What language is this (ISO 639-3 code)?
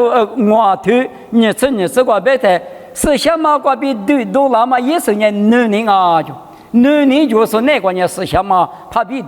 lis